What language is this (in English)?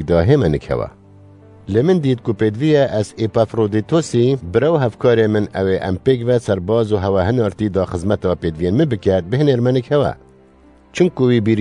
Kurdish